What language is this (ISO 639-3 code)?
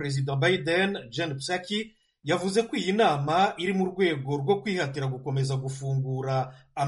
kin